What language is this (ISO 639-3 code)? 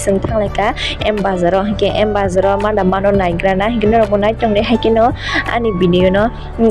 trp